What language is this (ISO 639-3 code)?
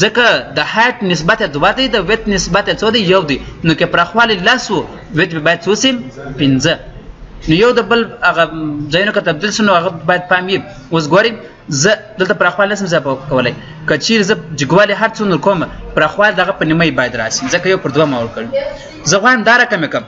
pus